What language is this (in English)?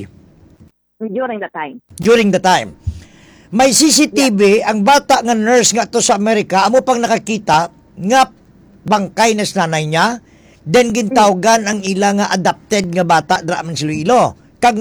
Hiligaynon